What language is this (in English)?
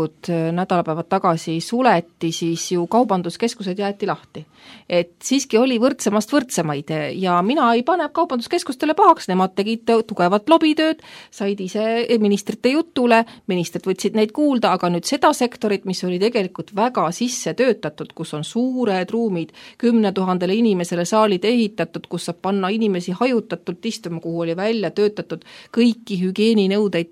Estonian